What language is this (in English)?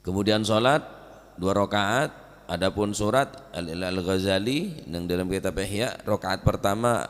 Madurese